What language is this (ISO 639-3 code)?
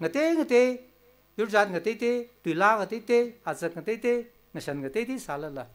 nmf